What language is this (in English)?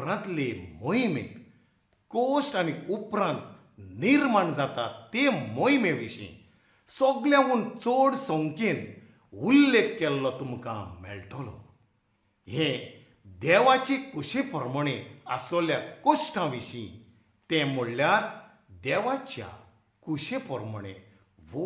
Konkani